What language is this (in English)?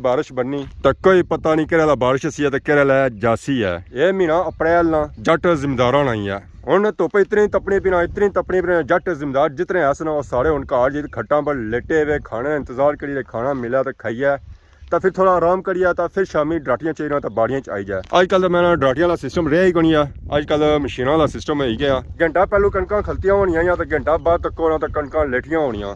Pahari-Potwari